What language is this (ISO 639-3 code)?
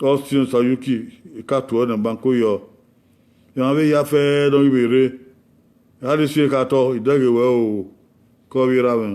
bin